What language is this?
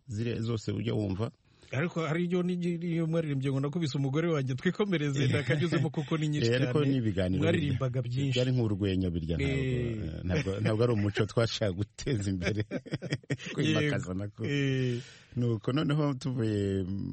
Kinyarwanda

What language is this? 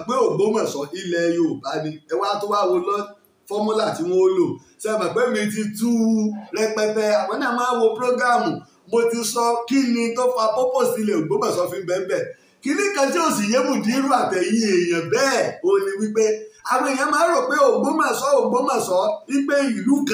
Yoruba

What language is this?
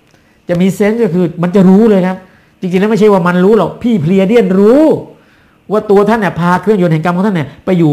Thai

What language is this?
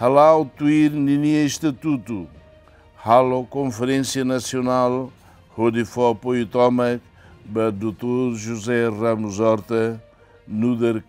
Tetum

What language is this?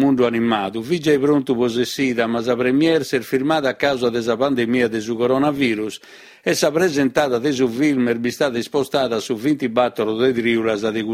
Sardinian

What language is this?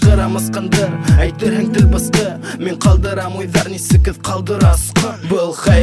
Kazakh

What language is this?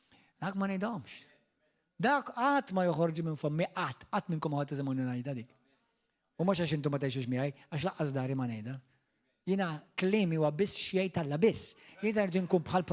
Maltese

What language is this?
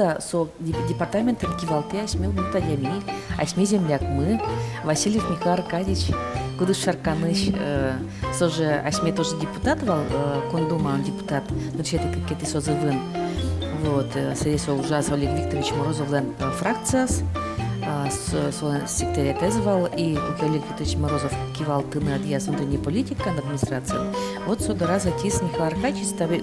Udmurt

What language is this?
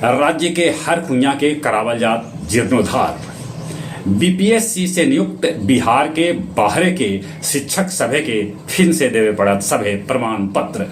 Magahi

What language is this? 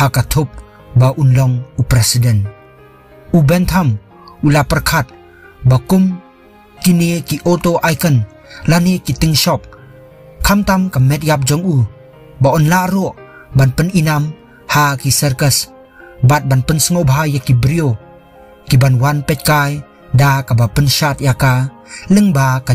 Khasi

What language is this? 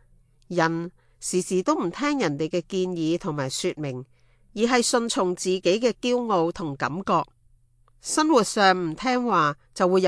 Cantonese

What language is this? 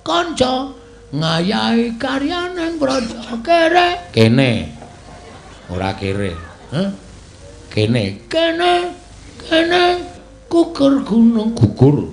Javanese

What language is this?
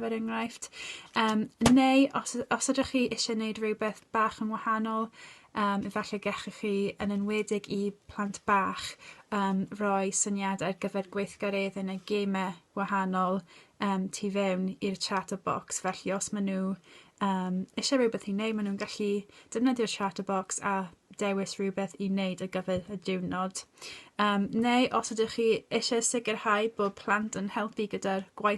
Welsh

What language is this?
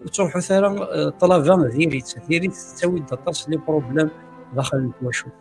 Kabyle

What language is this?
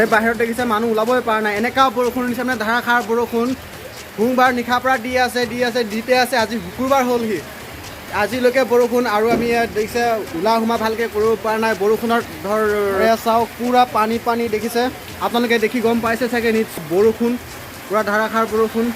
Assamese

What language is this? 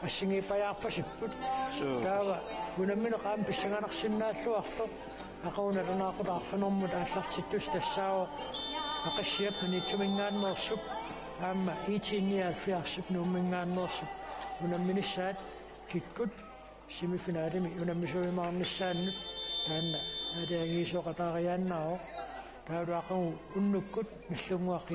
Kalaallisut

